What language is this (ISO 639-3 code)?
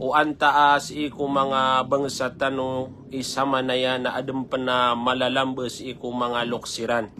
mrw